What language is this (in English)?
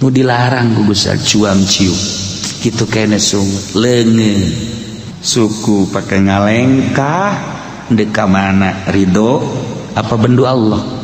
Sundanese